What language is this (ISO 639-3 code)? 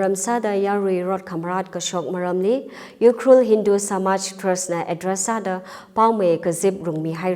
nmf